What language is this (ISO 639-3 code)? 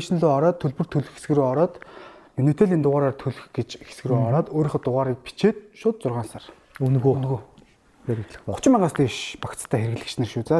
mon